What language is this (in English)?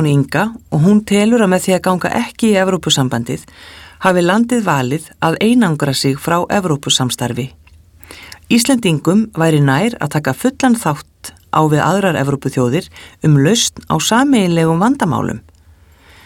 Icelandic